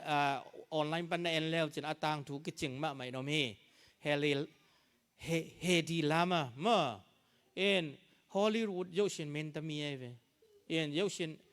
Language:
Tedim Chin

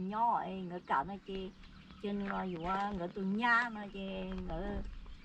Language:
Hmong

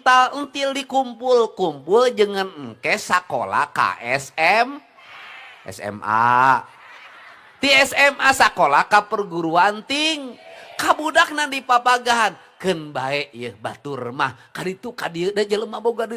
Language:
Sundanese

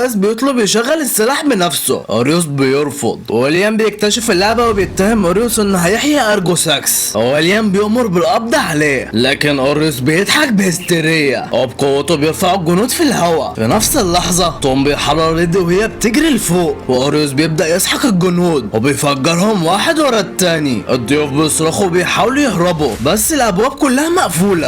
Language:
Egyptian Arabic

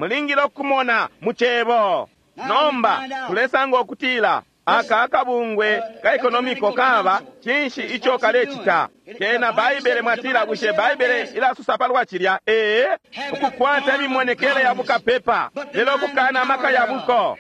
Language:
Bemba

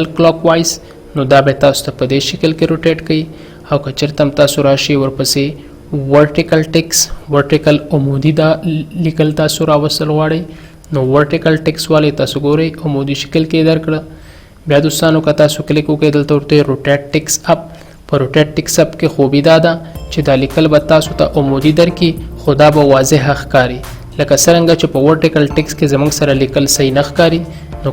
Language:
Pashto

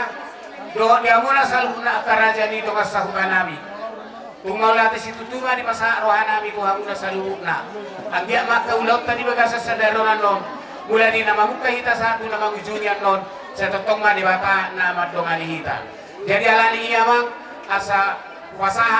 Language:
Batak Toba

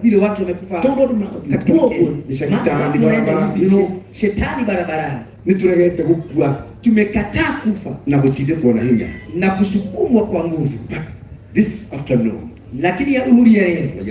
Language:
Kikuyu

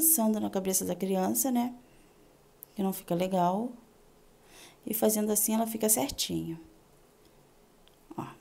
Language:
Portuguese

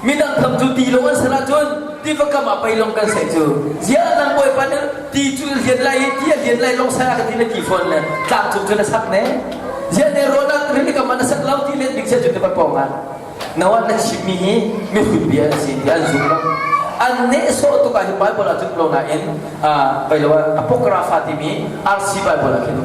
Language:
Hakha Chin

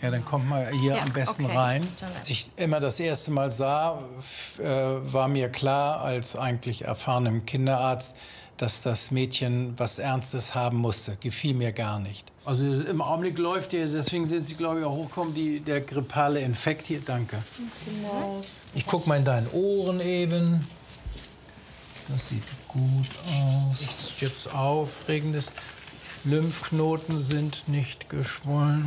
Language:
German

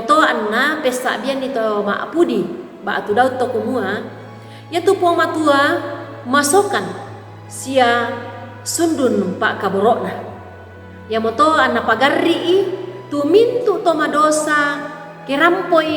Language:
Toraja-Sa'dan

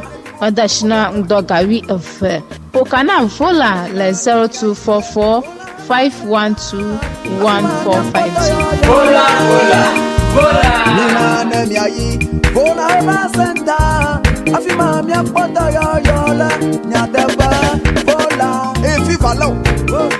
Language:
Ewe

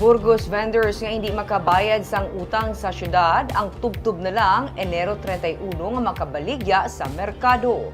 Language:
Hiligaynon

